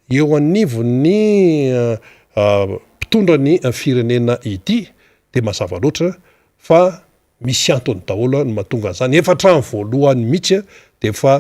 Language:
Malagasy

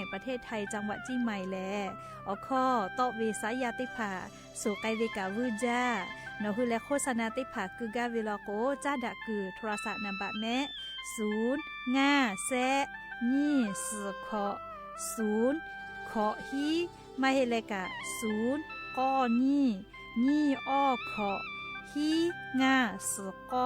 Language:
Lahu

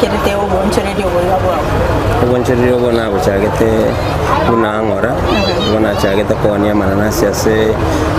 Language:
Gusii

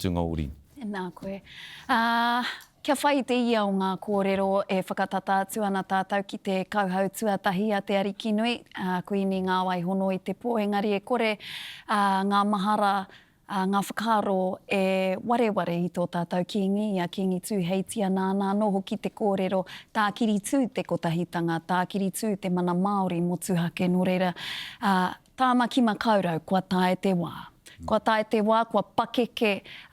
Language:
Māori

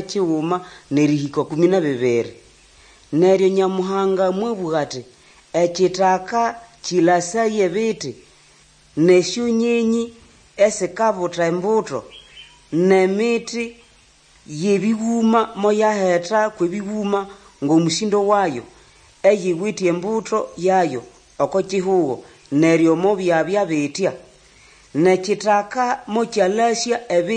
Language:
Nande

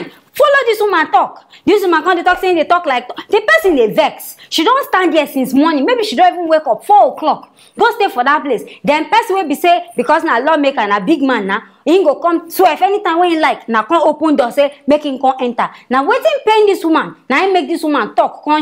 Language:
Nigerian Pidgin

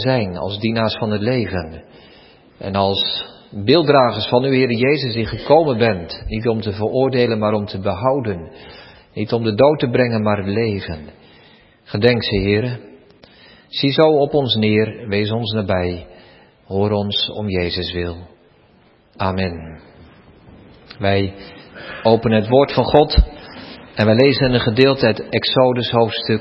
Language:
Dutch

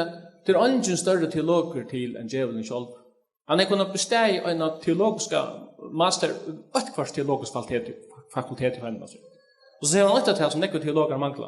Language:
Faroese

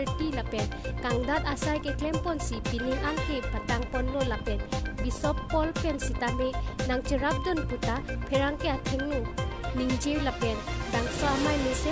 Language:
Karbi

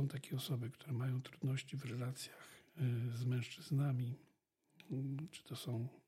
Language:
Polish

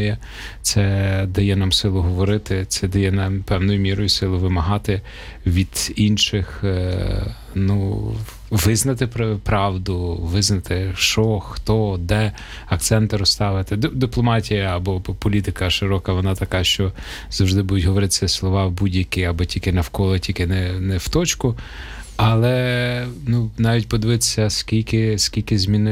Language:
Ukrainian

